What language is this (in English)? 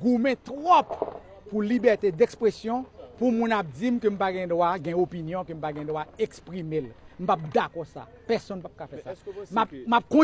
Haitian Creole